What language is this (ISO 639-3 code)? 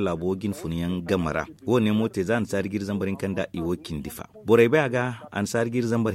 dje